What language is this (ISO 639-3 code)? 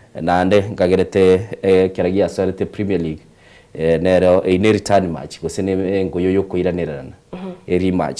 guz